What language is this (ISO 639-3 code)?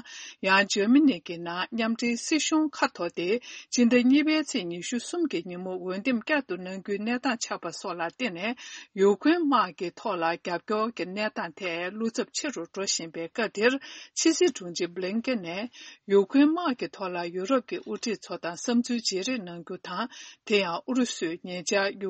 bod